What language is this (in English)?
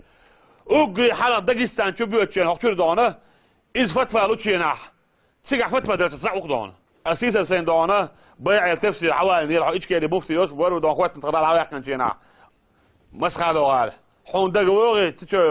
Chechen